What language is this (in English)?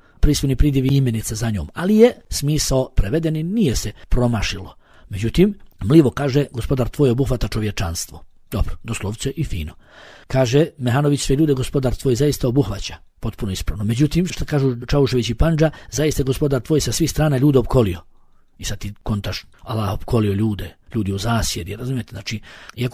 Bosnian